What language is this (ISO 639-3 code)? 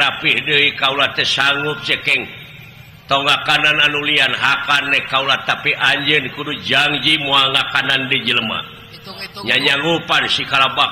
sun